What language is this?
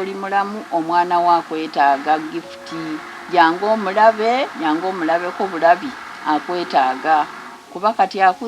Ganda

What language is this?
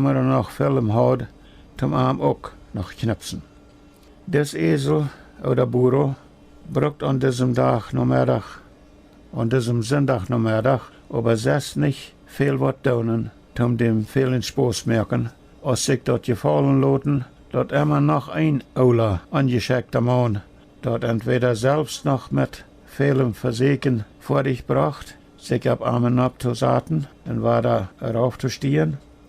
Plautdietsch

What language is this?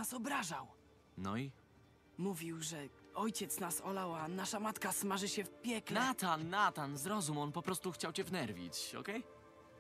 Polish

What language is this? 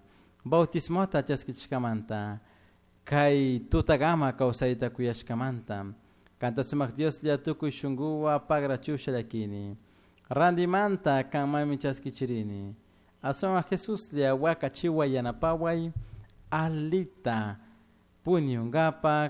Chimborazo Highland Quichua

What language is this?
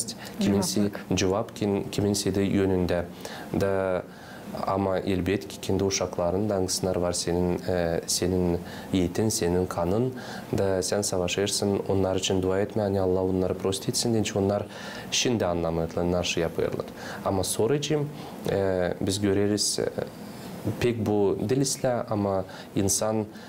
Gagauz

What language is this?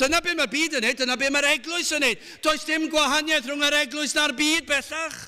Welsh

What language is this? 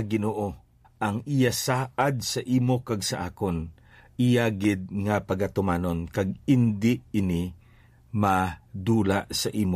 Hiligaynon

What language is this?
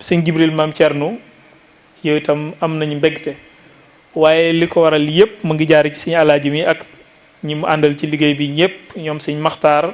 Wolof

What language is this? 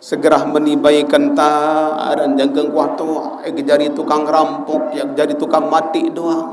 Sasak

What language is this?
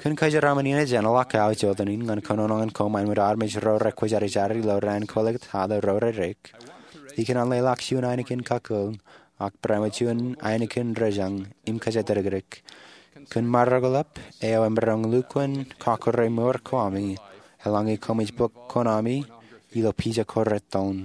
Marshallese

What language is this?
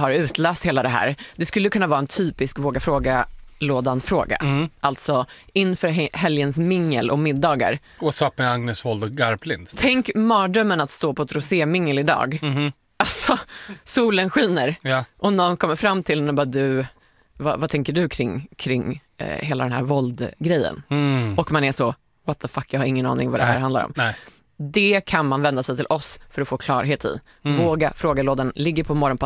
Swedish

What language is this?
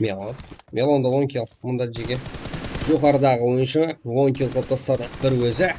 Kara-Kalpak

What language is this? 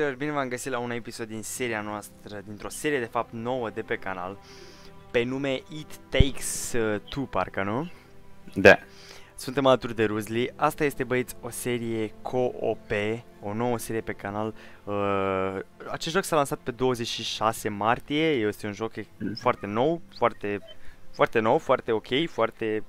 Romanian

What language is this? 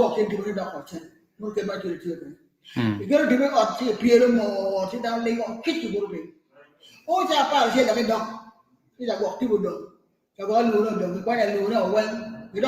Acoli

